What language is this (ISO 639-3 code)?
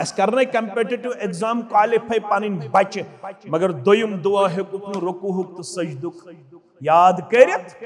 kas